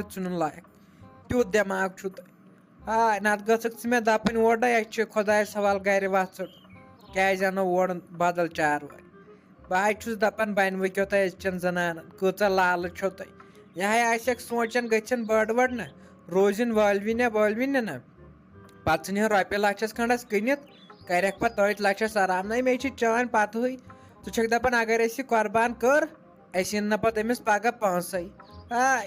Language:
Kashmiri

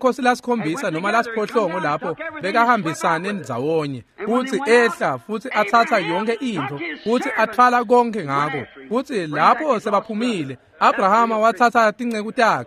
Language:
Swati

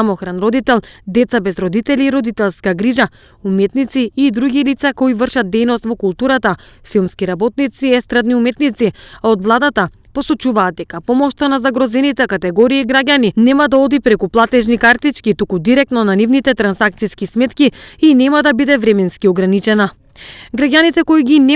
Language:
Macedonian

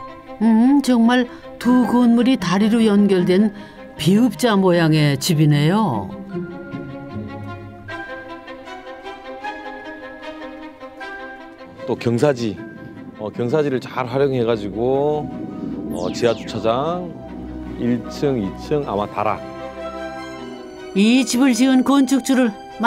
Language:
Korean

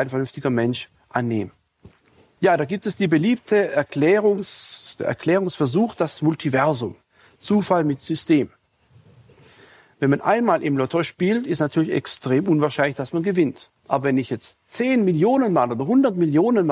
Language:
German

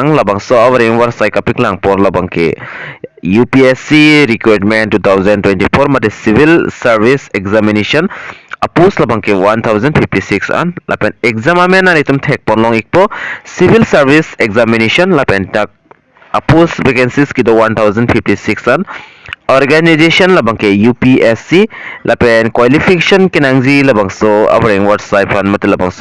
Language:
Karbi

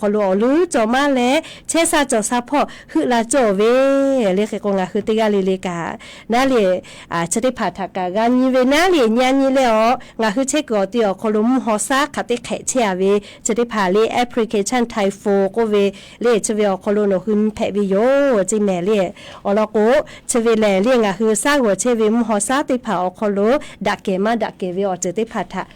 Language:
Lahu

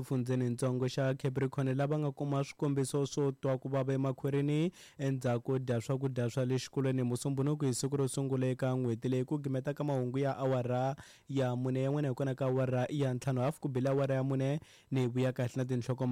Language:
Tsonga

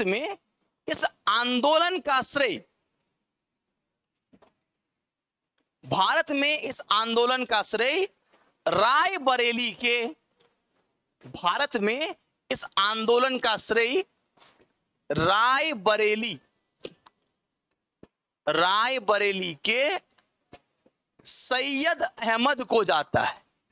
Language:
Hindi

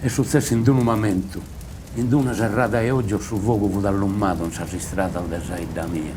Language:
Sardinian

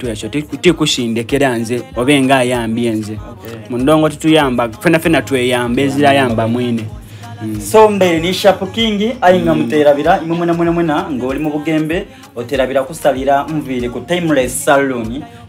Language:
Soga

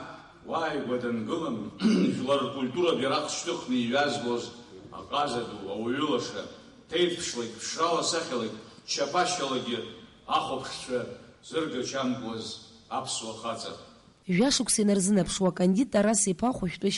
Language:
Abkhazian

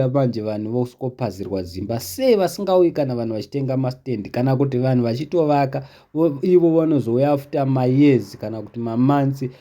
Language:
Shona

